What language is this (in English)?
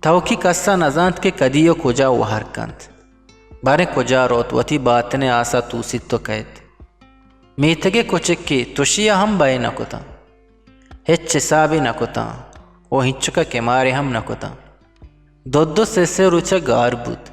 Eastern Balochi